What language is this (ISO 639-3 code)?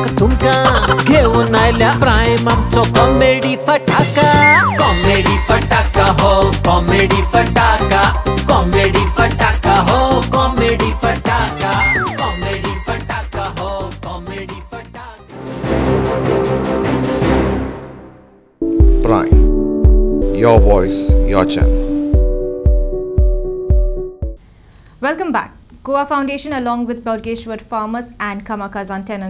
kok